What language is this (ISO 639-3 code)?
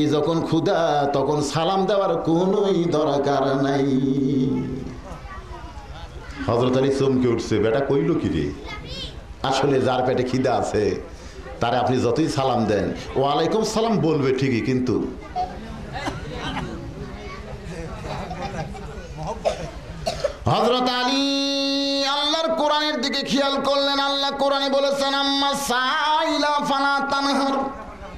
ben